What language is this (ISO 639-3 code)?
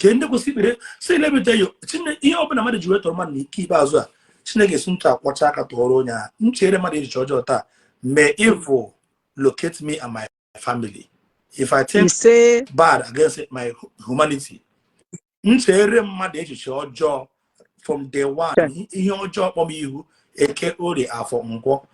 ibo